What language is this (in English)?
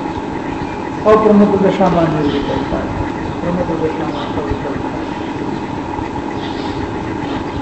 Gujarati